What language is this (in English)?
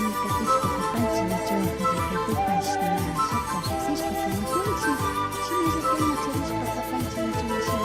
Imbabura Highland Quichua